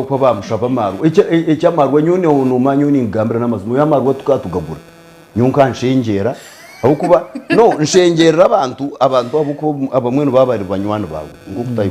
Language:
Nyankole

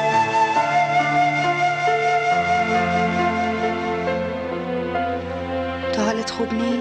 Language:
Persian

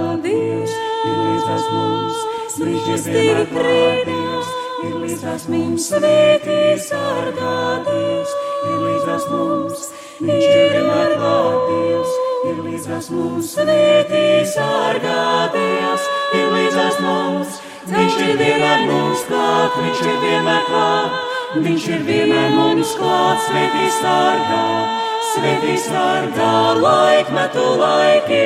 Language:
Latvian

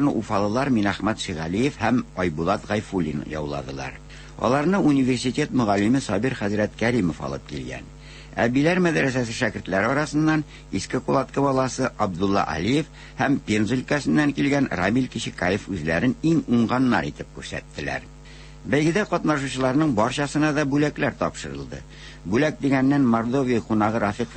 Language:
Tatar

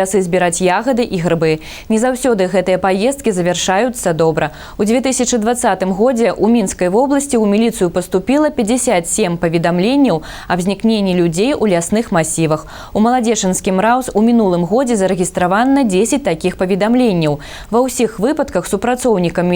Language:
Belarusian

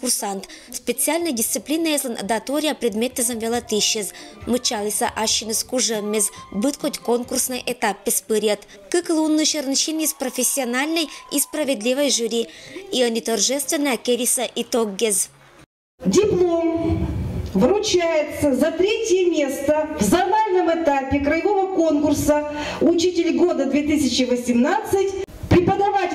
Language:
Komi-Permyak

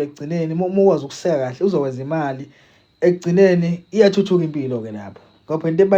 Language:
Zulu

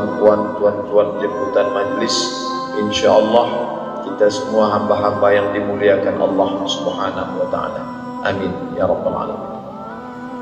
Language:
Malay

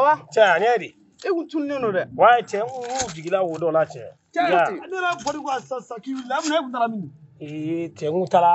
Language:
Bambara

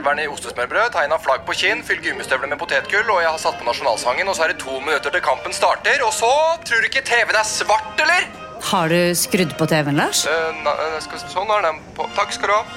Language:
Norwegian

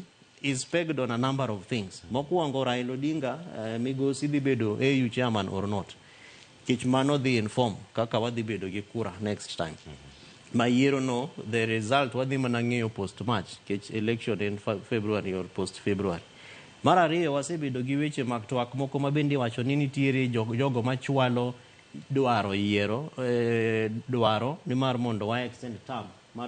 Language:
Luo (Kenya and Tanzania)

